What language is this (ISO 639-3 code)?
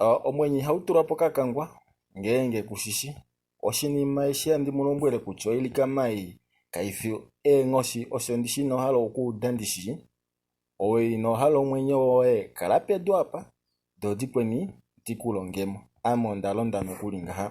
kua